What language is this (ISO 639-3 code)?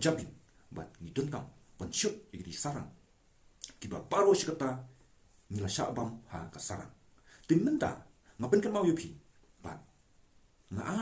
kha